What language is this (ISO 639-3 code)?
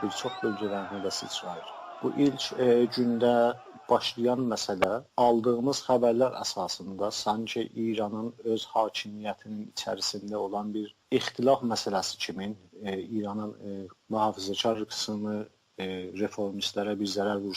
azb